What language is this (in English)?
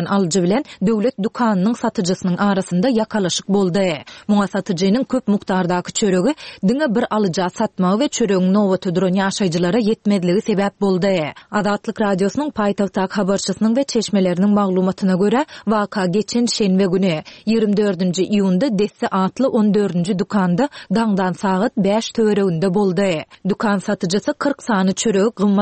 Turkmen